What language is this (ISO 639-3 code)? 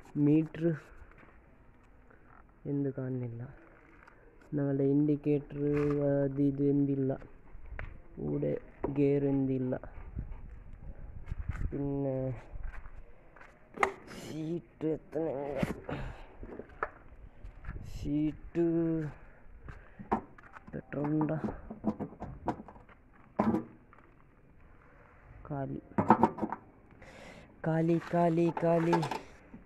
mal